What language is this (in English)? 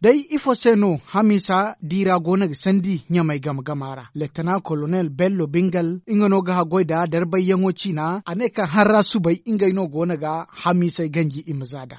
Zarma